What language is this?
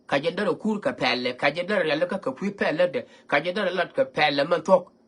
Nuer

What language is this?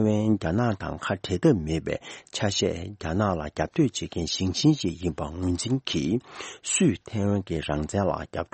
Tibetan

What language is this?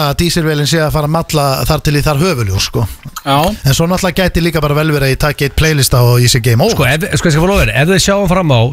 Icelandic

